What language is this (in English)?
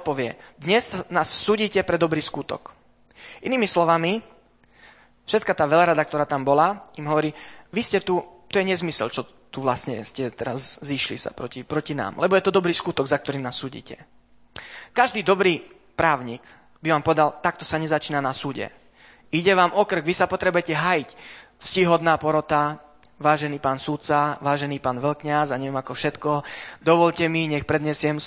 Slovak